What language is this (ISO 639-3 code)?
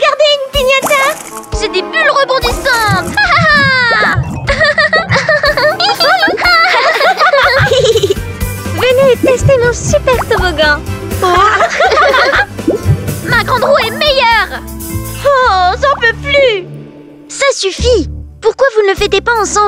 fra